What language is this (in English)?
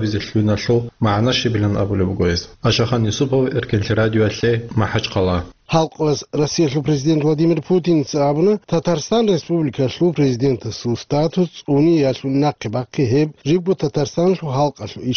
Avaric